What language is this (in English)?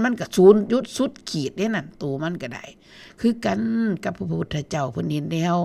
Northeastern Thai